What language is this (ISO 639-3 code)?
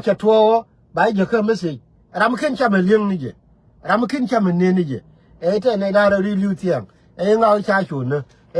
nus